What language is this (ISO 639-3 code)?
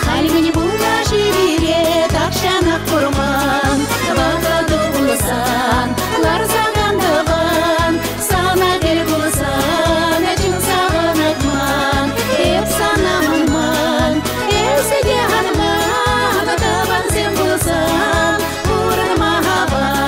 chv